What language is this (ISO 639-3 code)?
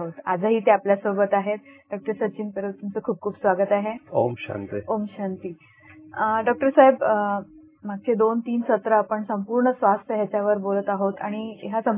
mar